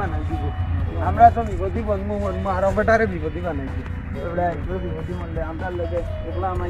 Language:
Sylheti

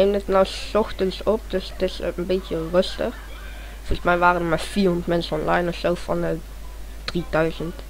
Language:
Dutch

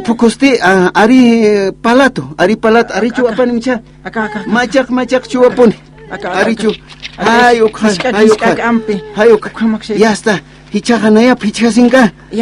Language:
Aymara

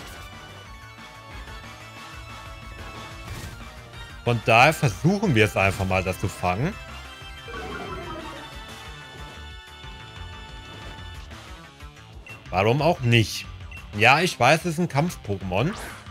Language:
German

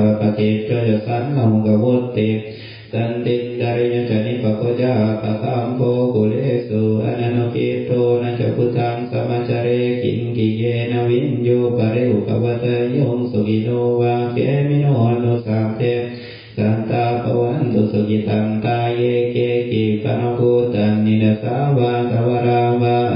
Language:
Pali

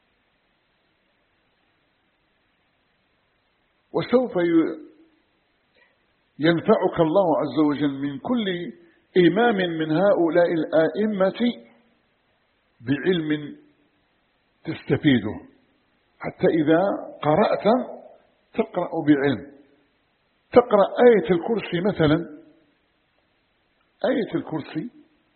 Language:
Arabic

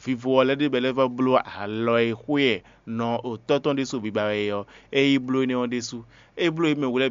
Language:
Fon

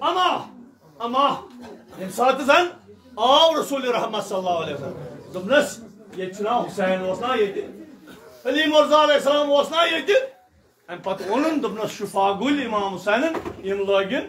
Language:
Kashmiri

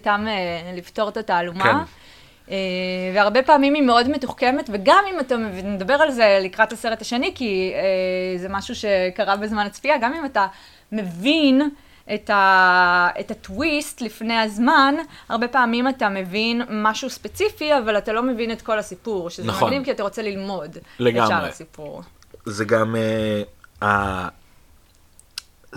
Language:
Hebrew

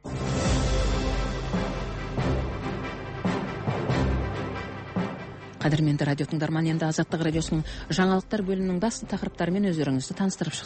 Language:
Kazakh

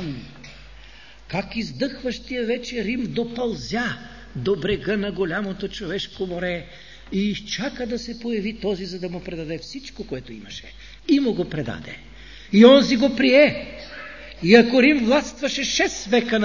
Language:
Bulgarian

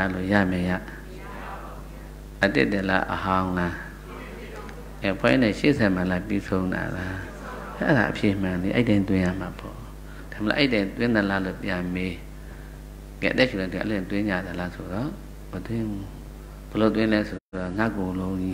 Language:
Burmese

